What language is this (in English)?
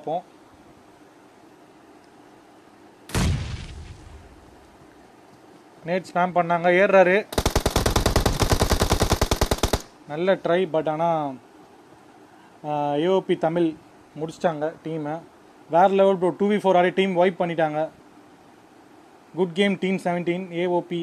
Tamil